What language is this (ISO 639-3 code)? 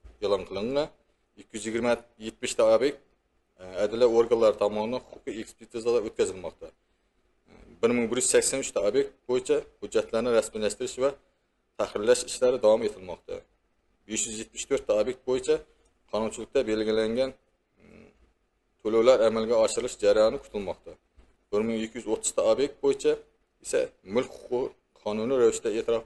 uzb